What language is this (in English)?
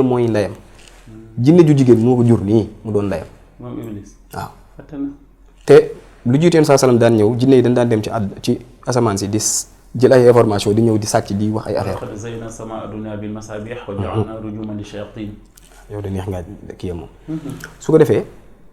Wolof